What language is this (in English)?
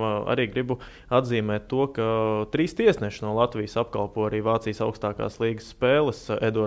Latvian